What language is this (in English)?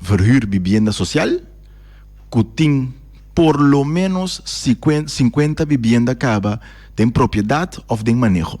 Papiamento